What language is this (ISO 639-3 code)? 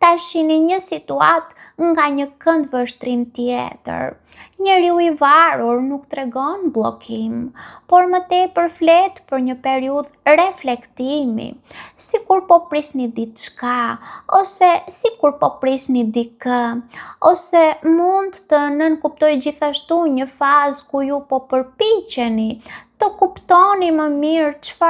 sqi